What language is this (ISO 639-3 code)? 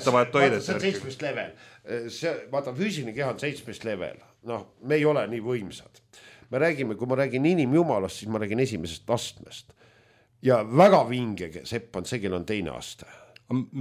est